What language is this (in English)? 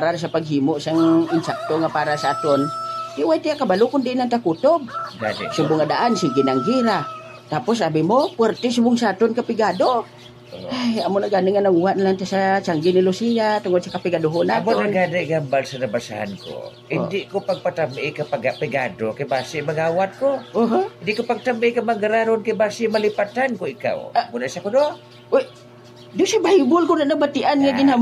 Hiligaynon